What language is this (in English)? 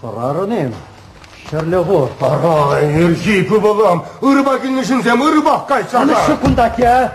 Chuvash